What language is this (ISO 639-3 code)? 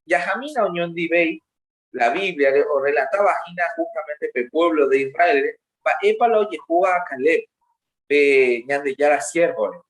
grn